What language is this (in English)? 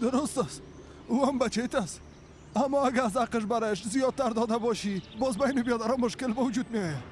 Persian